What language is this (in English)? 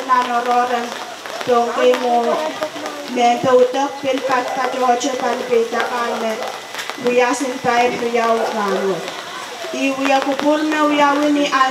Pohnpeian